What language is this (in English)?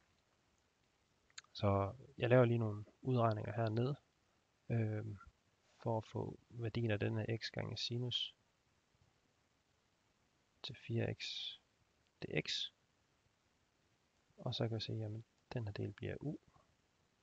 Danish